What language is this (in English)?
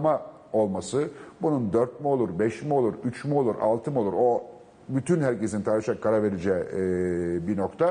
Turkish